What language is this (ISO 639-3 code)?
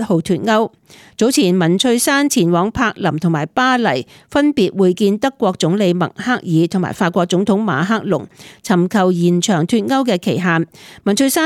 yue